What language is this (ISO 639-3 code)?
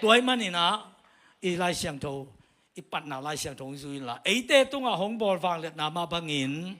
ctd